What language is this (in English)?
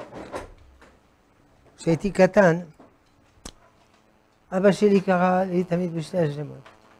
Hebrew